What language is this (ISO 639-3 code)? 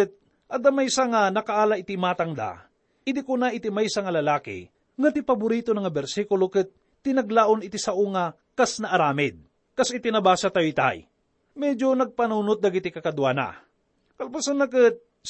ilo